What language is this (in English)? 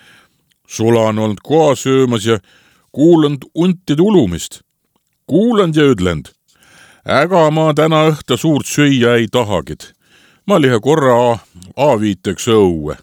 Estonian